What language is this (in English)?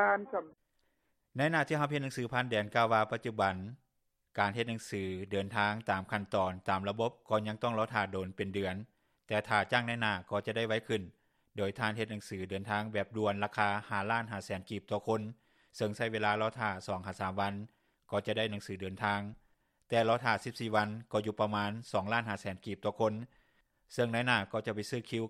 Lao